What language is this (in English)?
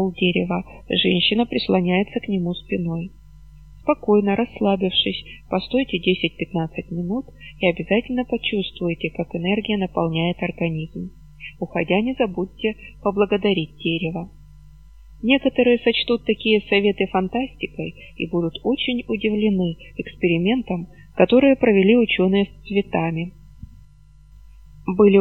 Russian